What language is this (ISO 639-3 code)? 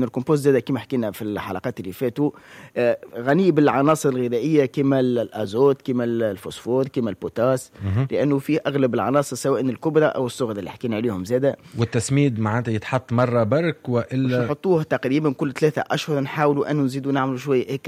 aeb